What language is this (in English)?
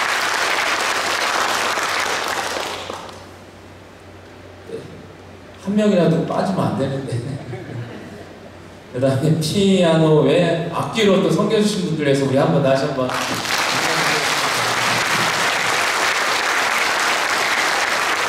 Korean